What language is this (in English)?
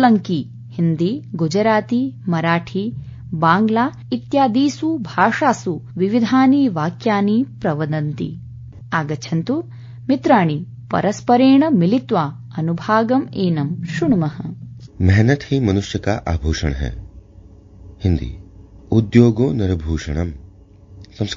Sanskrit